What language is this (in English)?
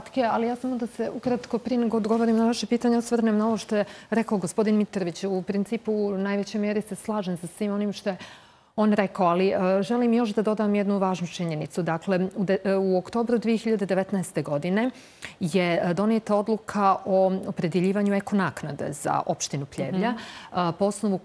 Serbian